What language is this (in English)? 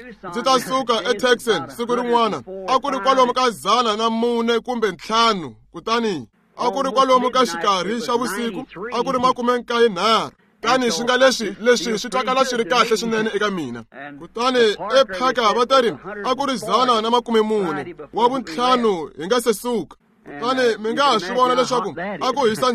Tsonga